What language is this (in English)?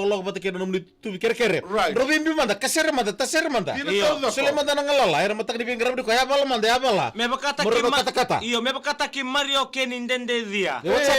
Fijian